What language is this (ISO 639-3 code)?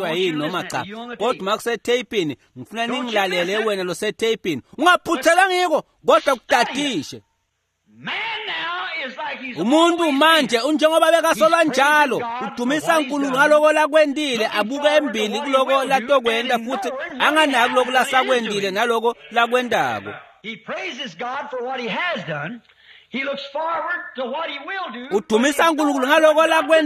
ssw